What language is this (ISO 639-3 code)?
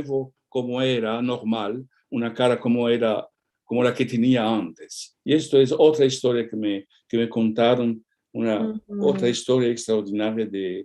lad